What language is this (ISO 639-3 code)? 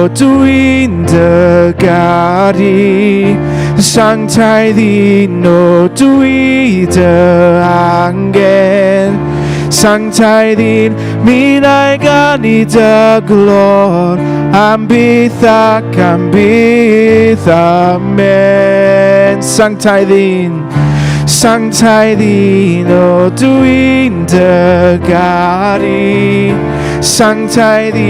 cym